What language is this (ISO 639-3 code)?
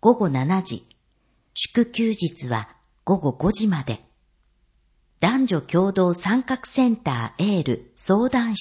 jpn